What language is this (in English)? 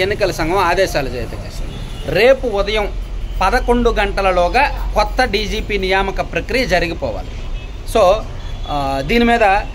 Telugu